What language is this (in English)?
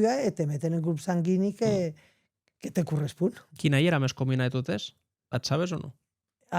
Occitan